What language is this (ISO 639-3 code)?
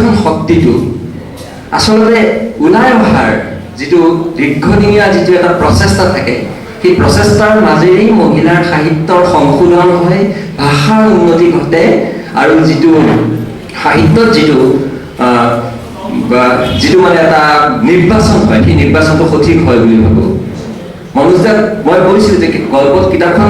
asm